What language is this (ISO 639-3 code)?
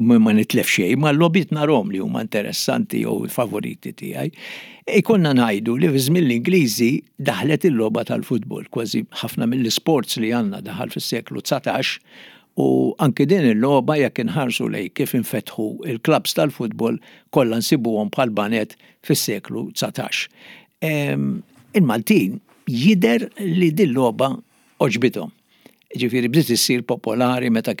mlt